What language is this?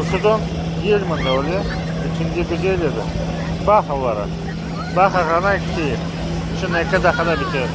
Crimean Tatar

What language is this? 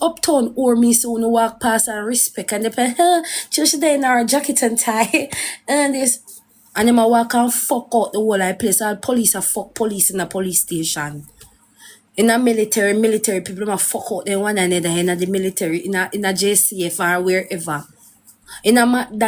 Jamaican Creole English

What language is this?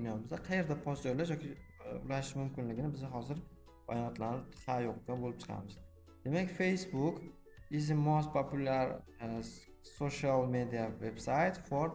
Uzbek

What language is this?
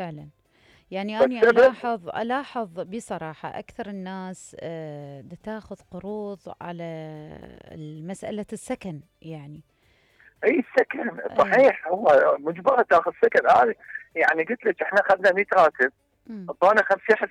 Mesopotamian Arabic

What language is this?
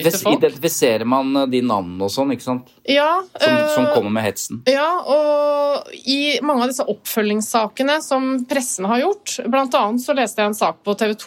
Norwegian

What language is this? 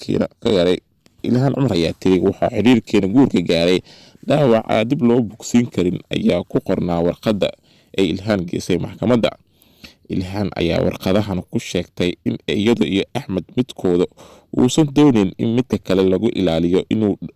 Somali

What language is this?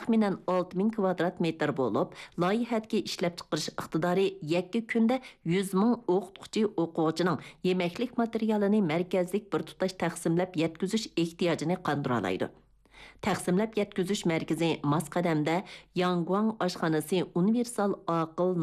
Uyghur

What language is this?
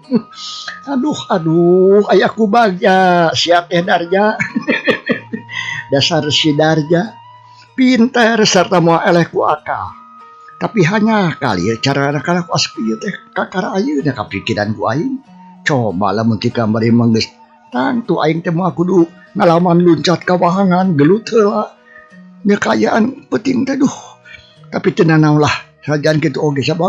Sundanese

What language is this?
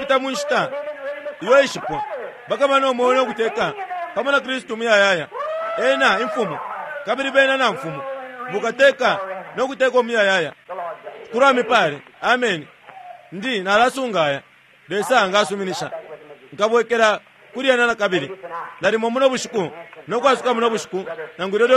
Bemba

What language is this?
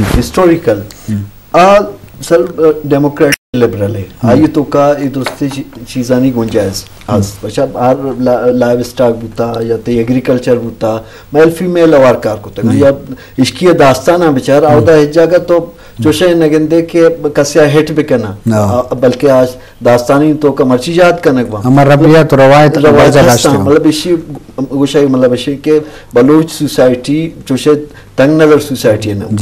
Eastern Balochi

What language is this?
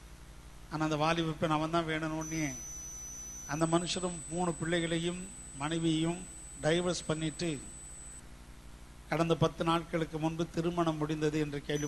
Tamil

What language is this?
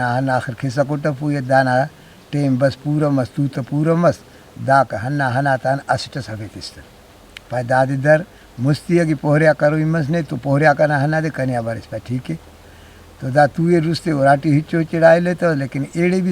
Brahui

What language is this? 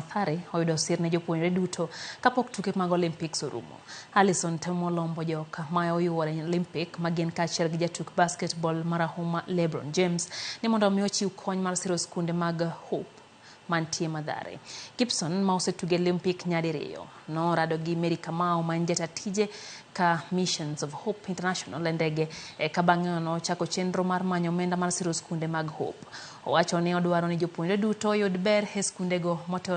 Luo (Kenya and Tanzania)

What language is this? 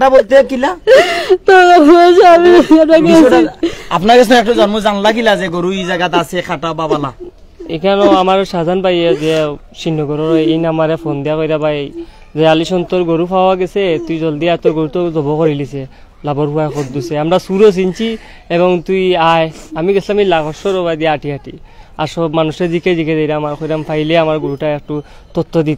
Sylheti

